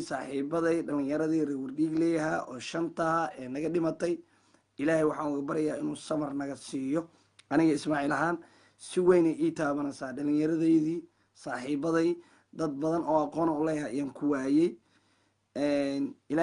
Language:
Somali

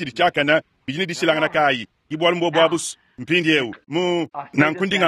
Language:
Luba-Lulua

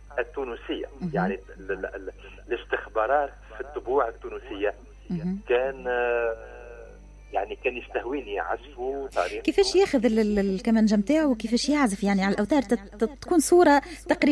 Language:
Tunisian Arabic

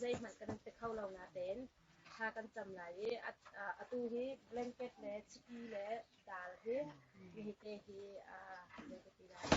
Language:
Hakha Chin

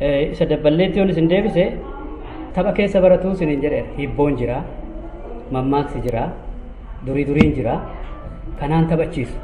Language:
Oromo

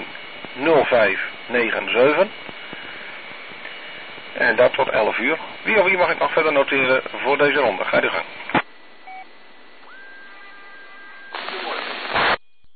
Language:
Dutch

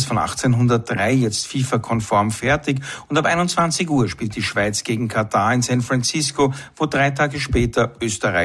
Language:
German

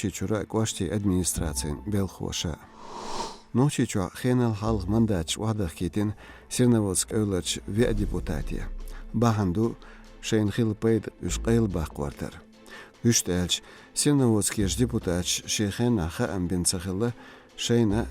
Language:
Chechen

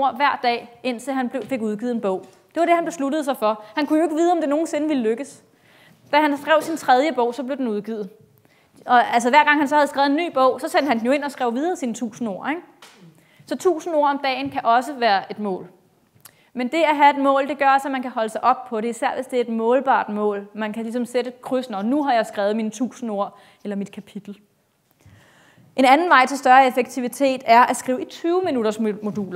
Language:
Danish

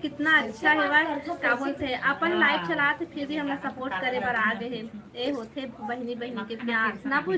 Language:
Chhattisgarhi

